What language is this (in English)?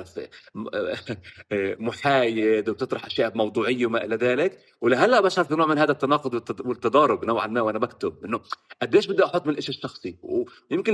North Levantine Arabic